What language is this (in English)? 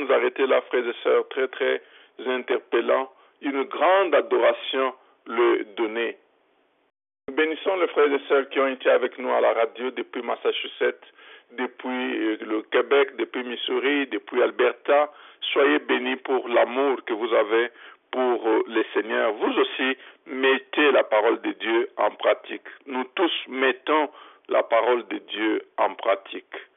French